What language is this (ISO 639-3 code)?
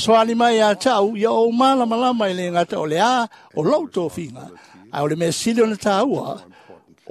smo